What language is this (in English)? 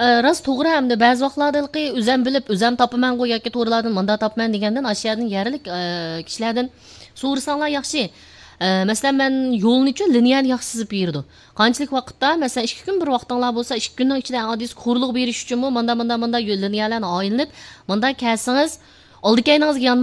Uyghur